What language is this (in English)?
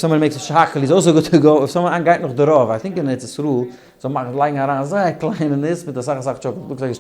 Yiddish